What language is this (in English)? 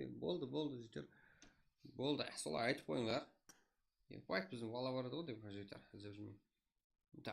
Kara-Kalpak